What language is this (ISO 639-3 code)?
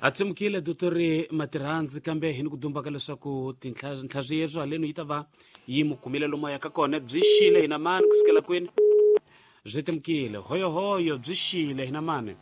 tso